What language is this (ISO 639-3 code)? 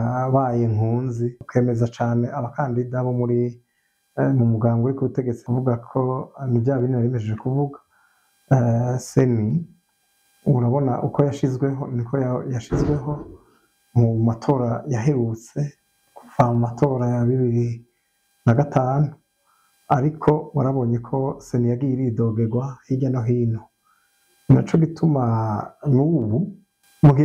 run